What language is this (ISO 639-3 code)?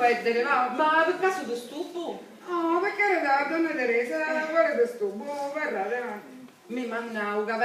scn